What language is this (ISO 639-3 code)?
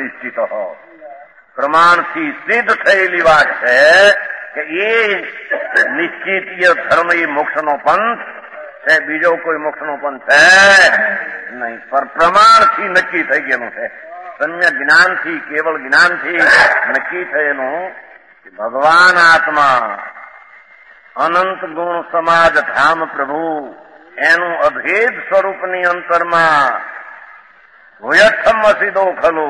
guj